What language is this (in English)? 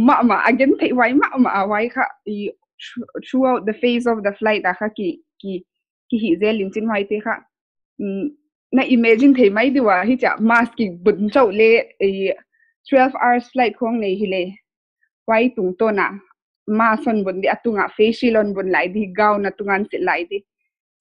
Paite Chin